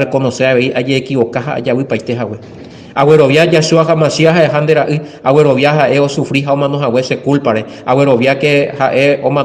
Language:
Guarani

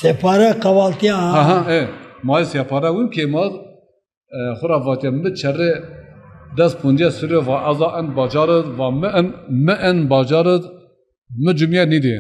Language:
Zaza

